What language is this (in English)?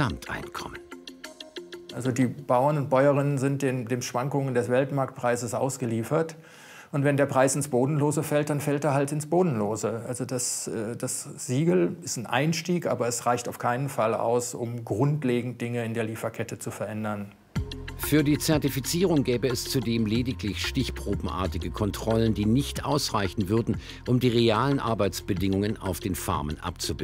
German